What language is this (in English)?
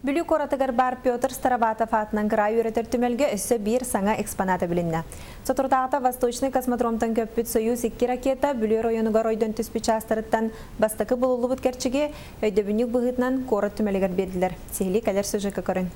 Yakut